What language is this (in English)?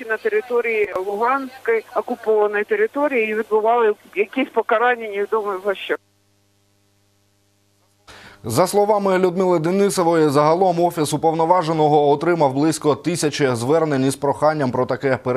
Ukrainian